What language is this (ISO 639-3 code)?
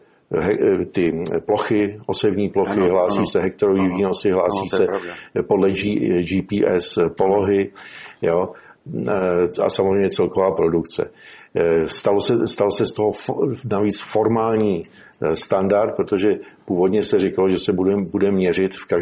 ces